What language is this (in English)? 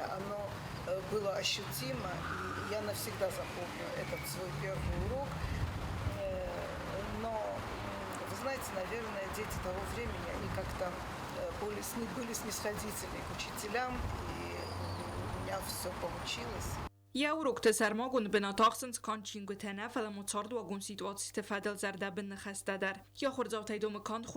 Ossetic